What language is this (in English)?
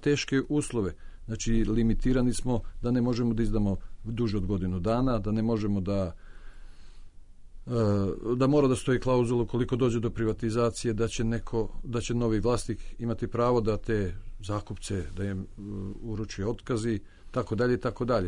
Serbian